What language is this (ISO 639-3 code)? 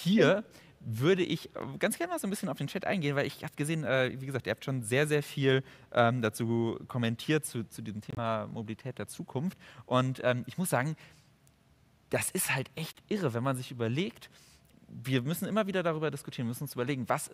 deu